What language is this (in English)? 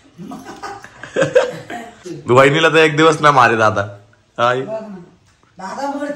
Marathi